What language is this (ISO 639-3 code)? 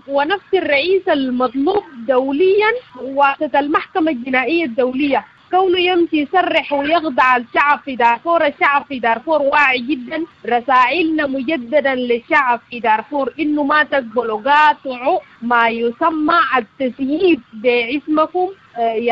apd